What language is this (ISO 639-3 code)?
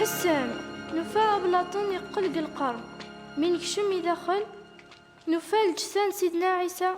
kab